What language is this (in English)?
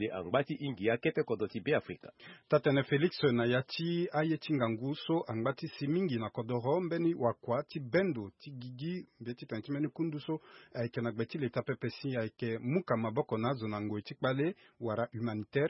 Sango